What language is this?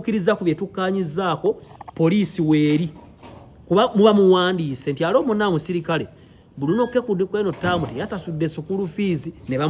Ganda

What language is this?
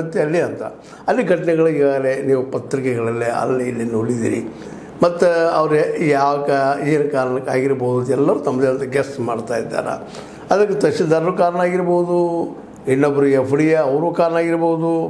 Kannada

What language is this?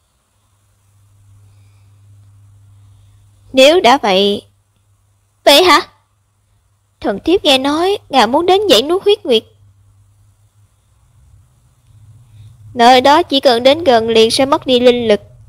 Vietnamese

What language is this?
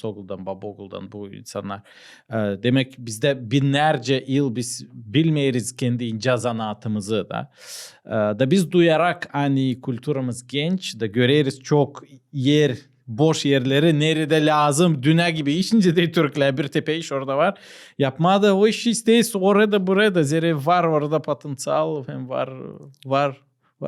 Gagauz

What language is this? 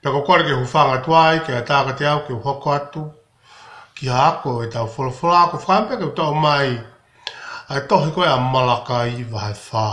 Tongan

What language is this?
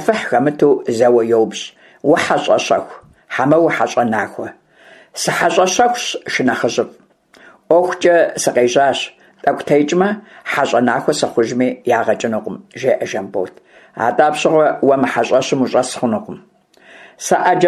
Kabardian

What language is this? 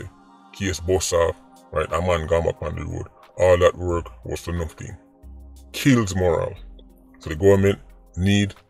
Jamaican Creole English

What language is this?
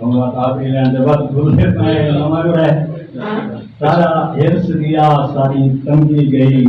Saraiki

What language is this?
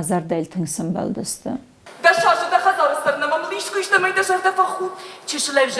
Ossetic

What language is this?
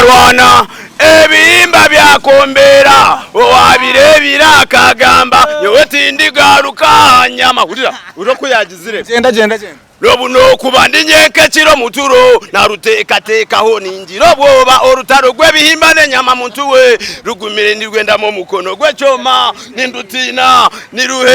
Nyankole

